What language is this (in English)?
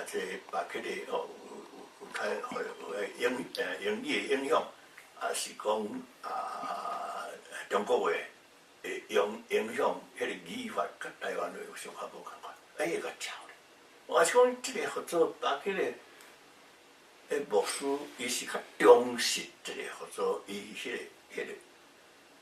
Min Nan Chinese